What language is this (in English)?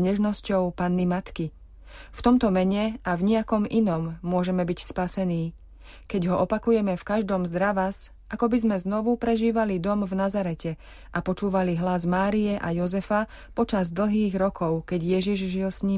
Slovak